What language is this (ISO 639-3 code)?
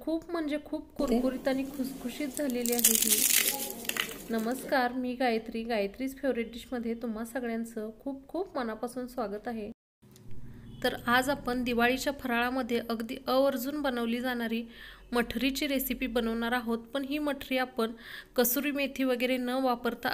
mar